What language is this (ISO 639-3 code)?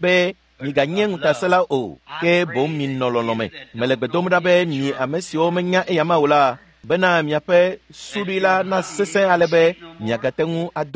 ewe